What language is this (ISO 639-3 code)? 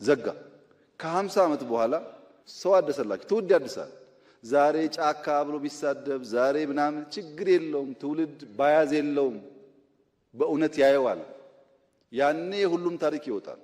amh